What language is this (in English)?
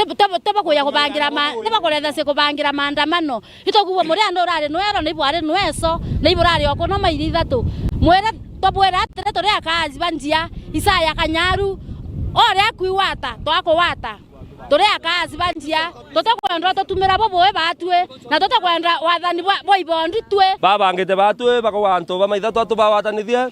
Meru